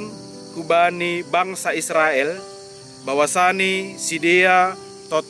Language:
Batak Simalungun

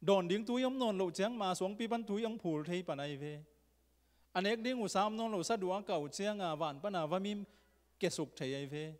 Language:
Tedim Chin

